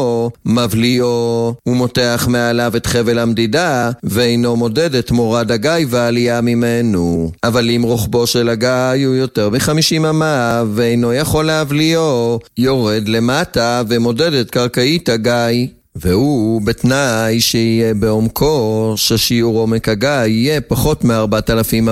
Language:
Hebrew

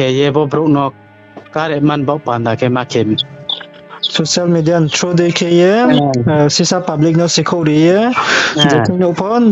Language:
Riang (India)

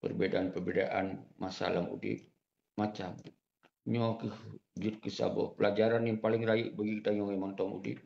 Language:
Achinese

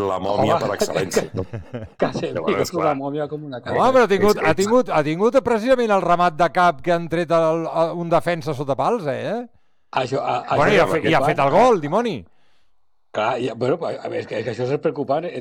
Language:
Catalan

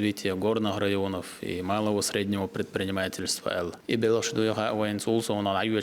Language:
Chechen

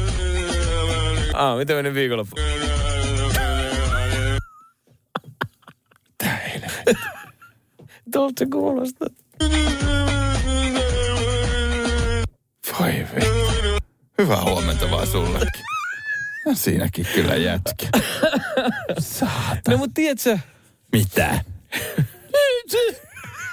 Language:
Finnish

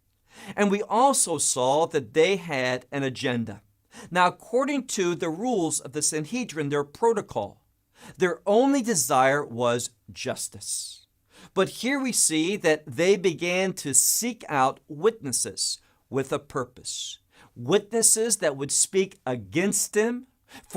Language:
English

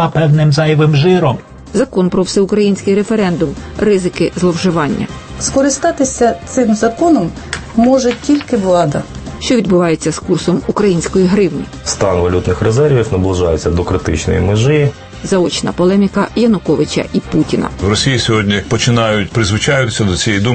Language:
Ukrainian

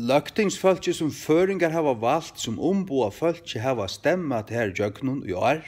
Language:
Faroese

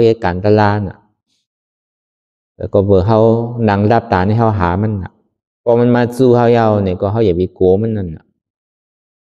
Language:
Shan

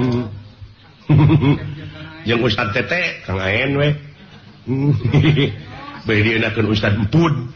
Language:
Sundanese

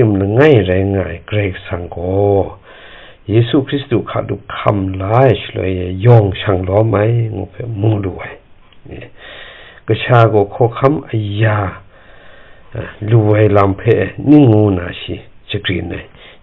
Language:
Kachin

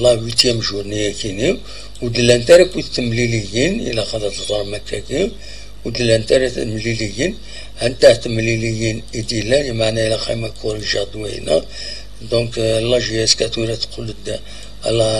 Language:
Kabyle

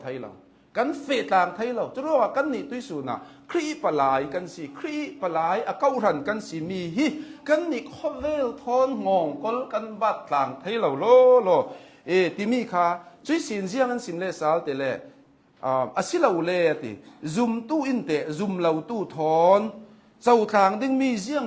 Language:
Hakha Chin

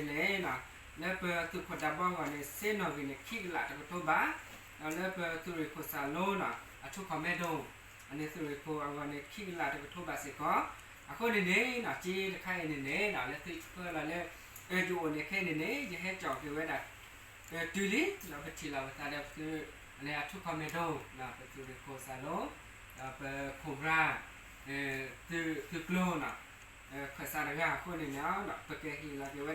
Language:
S'gaw Karen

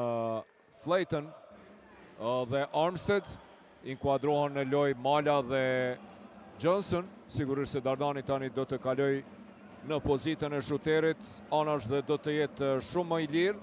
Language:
Albanian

